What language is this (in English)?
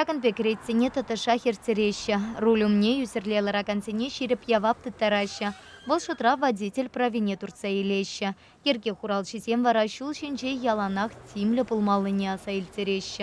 Chuvash